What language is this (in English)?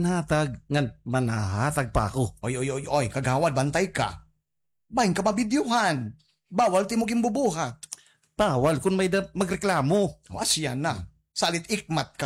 Waray